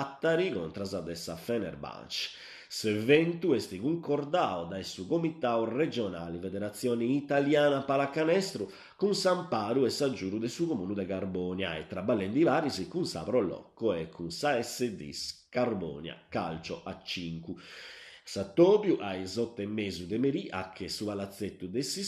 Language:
Sardinian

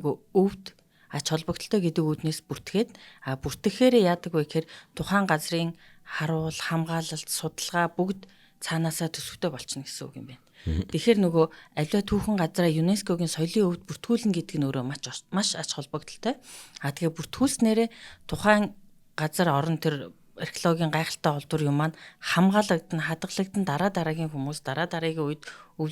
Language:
Mongolian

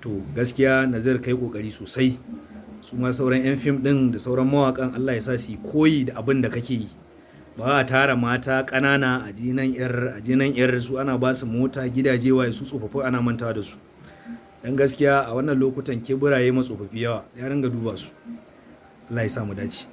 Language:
Hausa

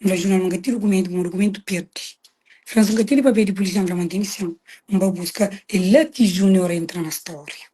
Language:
Kabuverdianu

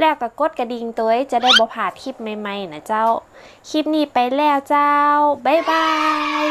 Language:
Northern Thai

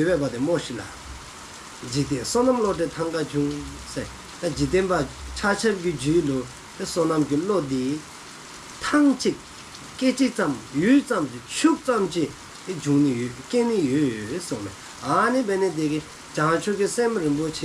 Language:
Dzongkha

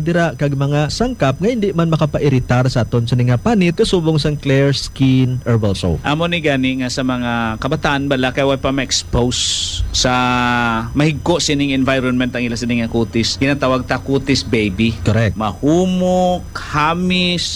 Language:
Hiligaynon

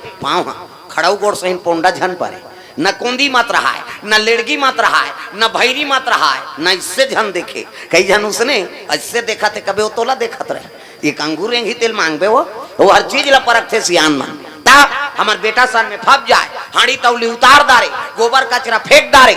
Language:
Chhattisgarhi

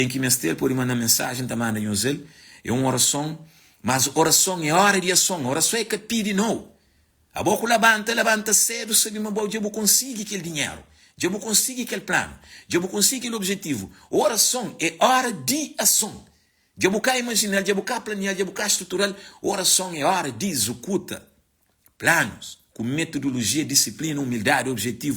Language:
Kabuverdianu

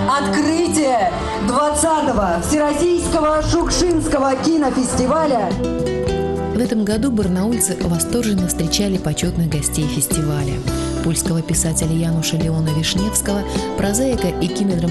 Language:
Russian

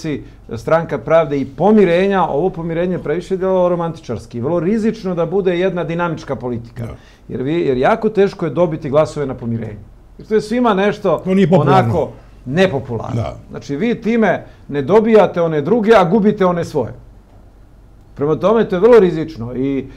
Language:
Bosnian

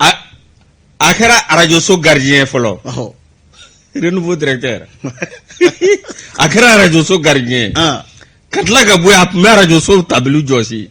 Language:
Bambara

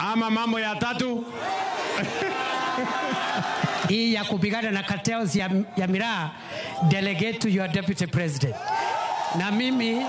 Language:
Luo (Kenya and Tanzania)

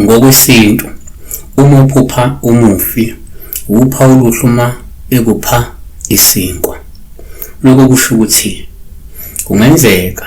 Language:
Zulu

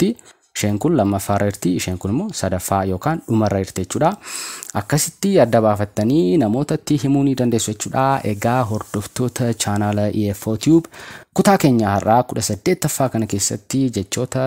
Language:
Oromo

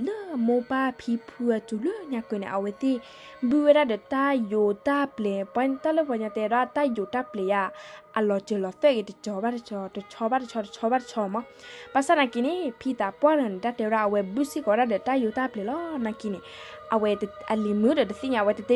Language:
S'gaw Karen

